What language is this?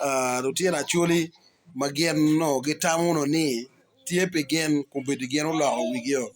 Acoli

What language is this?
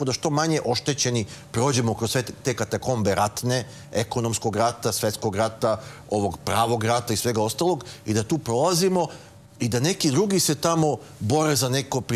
Serbian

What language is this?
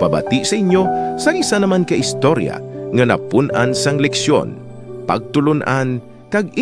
Hiligaynon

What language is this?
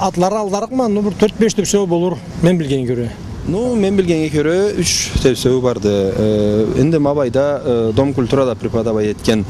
Karachay-Balkar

